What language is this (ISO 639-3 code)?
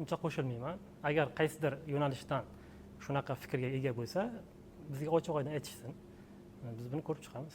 uzb